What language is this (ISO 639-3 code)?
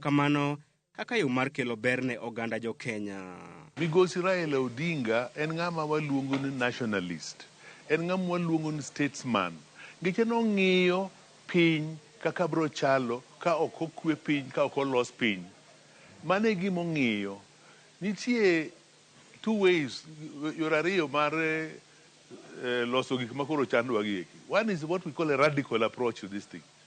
luo